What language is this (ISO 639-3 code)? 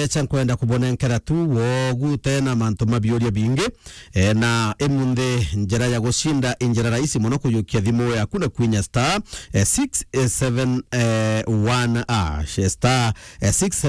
mer